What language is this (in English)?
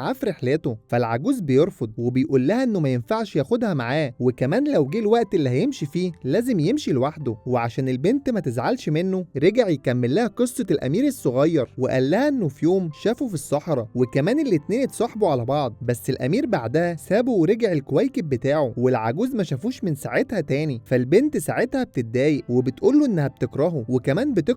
Egyptian Arabic